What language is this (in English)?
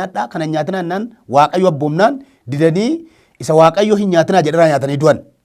Oromo